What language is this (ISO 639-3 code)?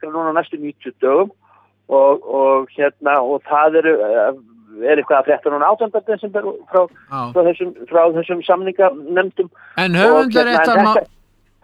isl